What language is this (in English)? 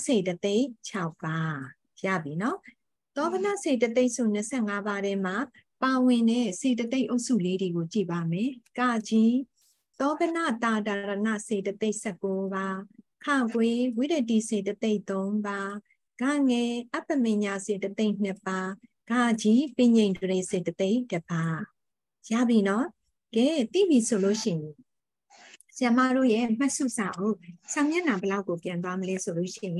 Burmese